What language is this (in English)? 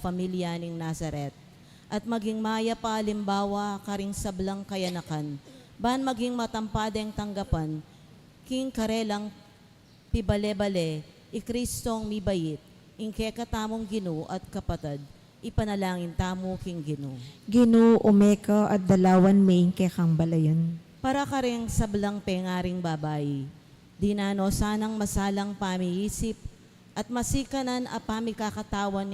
Pampanga